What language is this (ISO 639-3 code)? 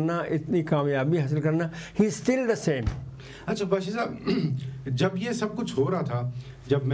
urd